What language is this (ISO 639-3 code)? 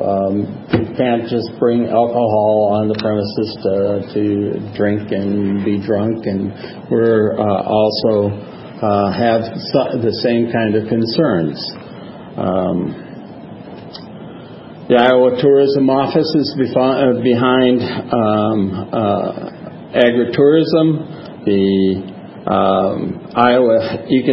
eng